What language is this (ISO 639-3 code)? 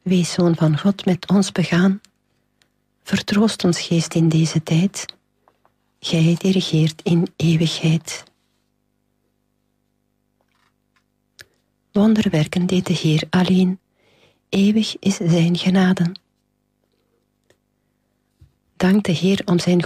nld